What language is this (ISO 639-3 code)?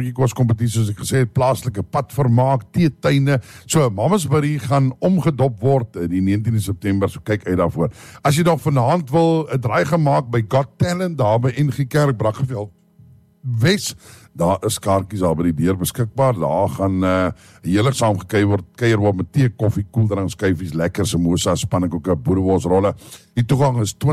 afr